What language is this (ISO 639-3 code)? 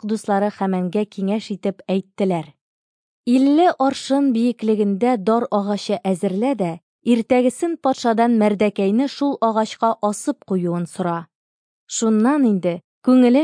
tat